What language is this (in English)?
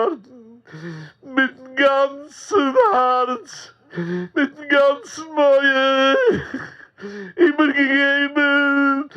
Yiddish